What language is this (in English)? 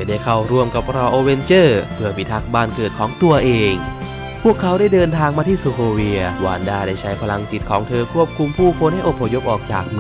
Thai